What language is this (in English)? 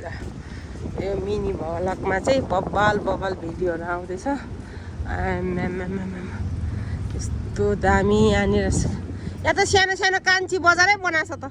Nepali